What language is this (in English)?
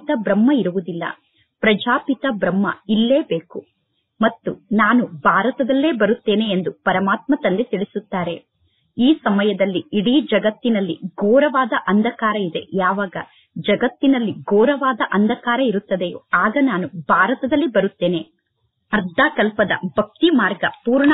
Kannada